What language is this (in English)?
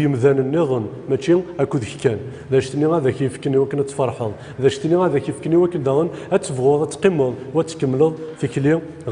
Kabyle